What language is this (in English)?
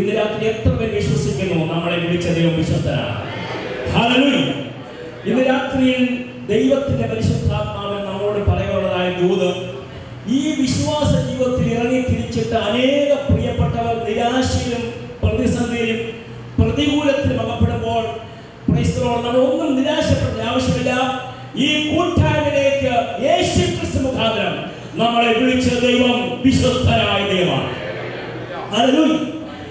Malayalam